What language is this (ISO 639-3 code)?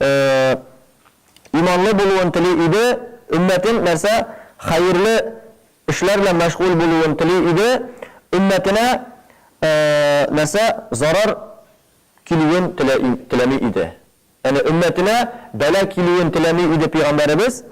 tat